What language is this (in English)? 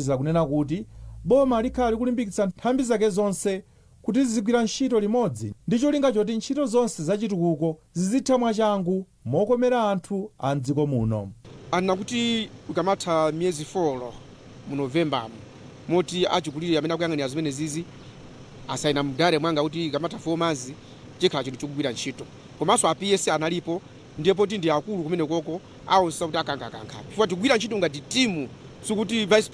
Nyanja